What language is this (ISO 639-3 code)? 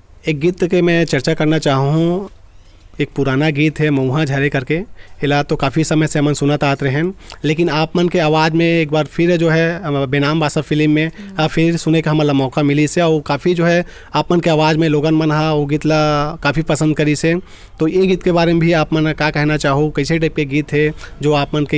hne